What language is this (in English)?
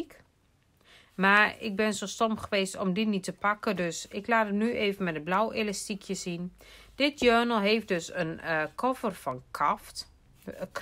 Dutch